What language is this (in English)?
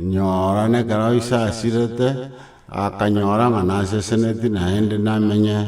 Gusii